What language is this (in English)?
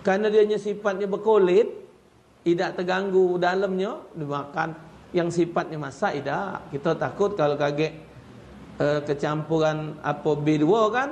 Musi